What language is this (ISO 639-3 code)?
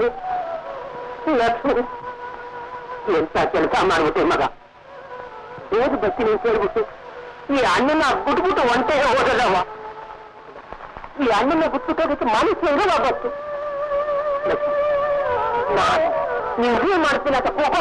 kan